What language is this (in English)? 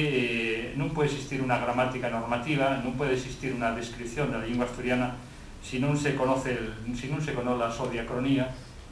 Asturian